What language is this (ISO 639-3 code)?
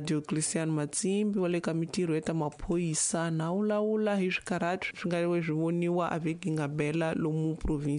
tso